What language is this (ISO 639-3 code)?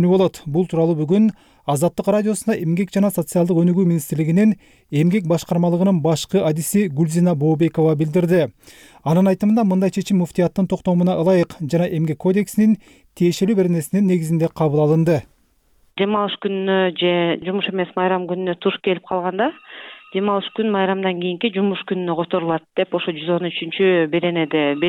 kir